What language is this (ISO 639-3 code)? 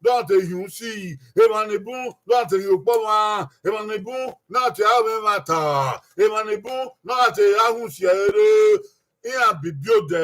bin